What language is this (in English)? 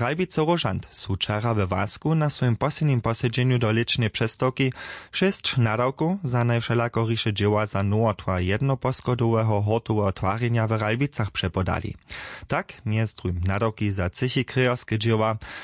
Upper Sorbian